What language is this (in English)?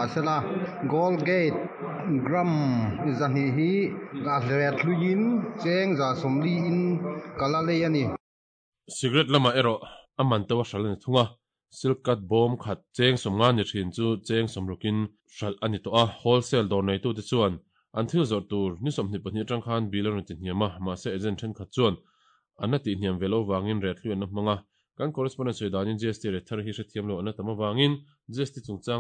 Mizo